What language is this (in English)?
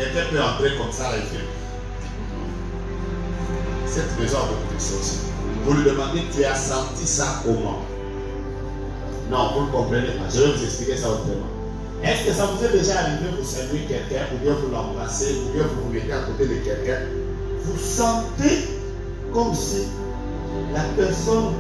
French